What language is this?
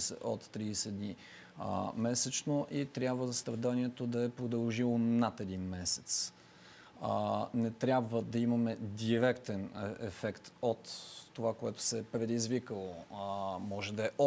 Bulgarian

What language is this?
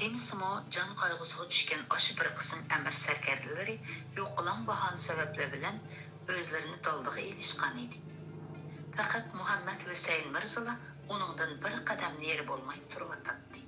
Uyghur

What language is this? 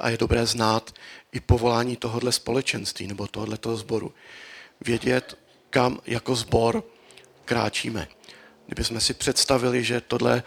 Czech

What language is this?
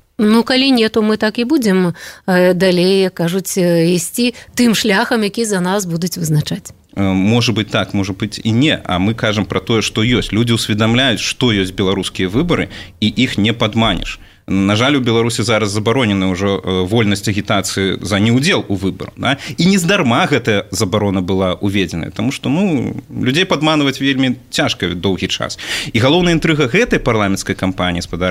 Belarusian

